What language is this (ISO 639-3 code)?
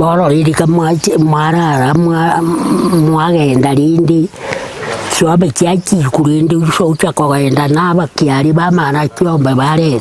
guz